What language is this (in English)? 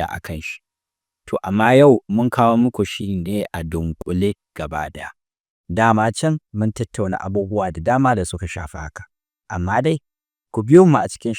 Hausa